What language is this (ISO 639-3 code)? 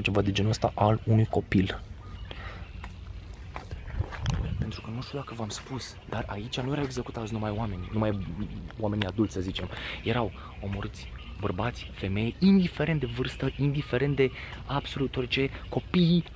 ron